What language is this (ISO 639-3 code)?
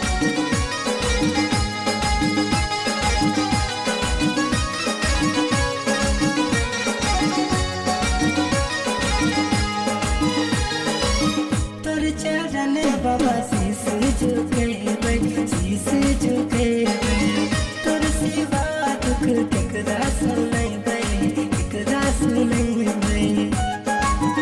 bho